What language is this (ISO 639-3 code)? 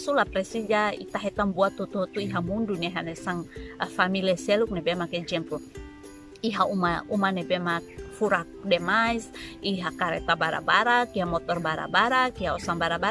tet